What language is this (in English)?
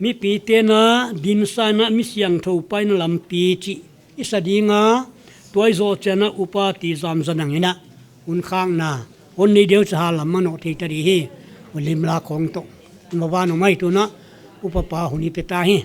Paite Chin